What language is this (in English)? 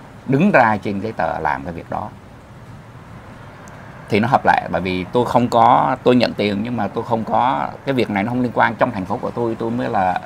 Vietnamese